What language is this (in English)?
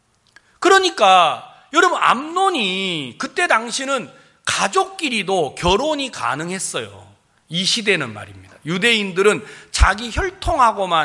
Korean